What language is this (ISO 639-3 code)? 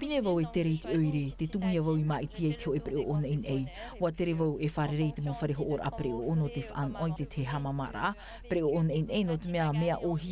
tah